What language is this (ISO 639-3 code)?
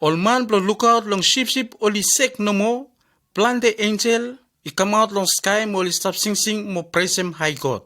bis